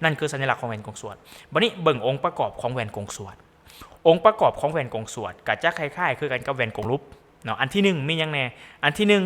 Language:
Lao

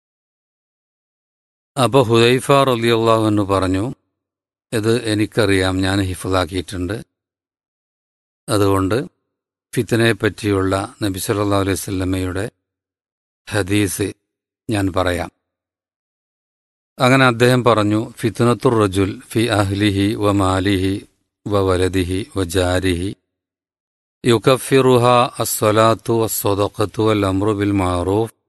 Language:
Malayalam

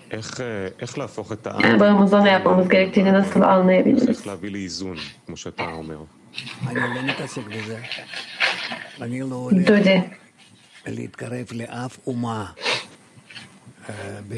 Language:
Turkish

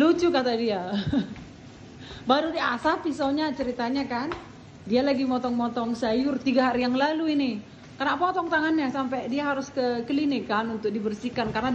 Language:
Indonesian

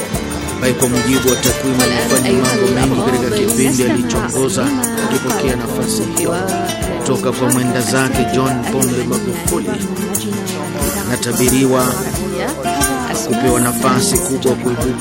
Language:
Swahili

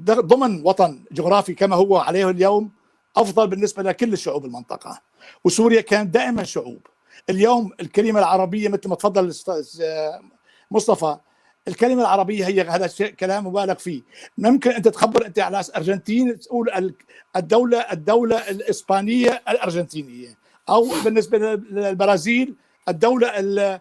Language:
North Levantine Arabic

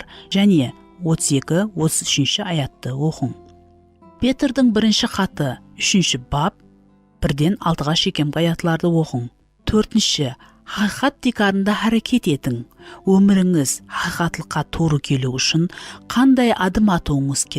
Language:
Kara-Kalpak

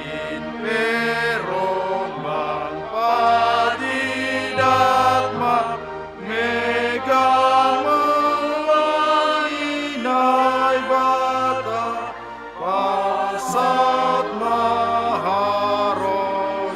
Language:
Batak Simalungun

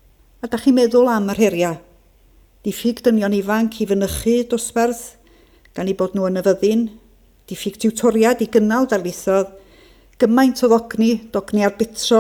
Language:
Welsh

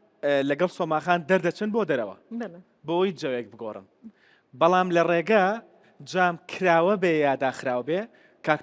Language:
Central Kurdish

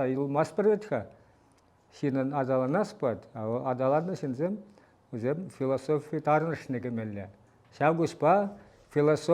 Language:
Chuvash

